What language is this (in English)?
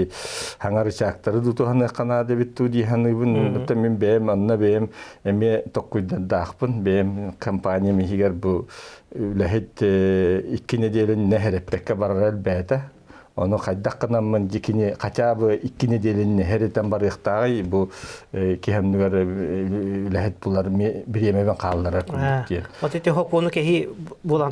Yakut